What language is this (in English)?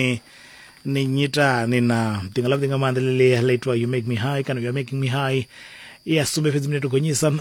Venda